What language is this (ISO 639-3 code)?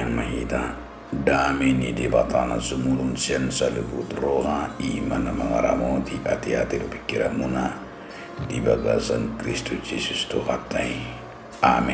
bbc